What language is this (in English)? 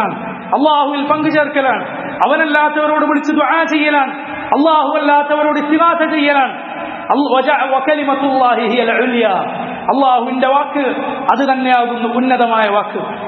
Malayalam